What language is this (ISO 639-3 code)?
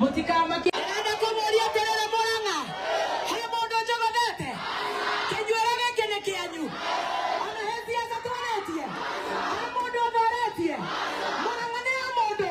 kik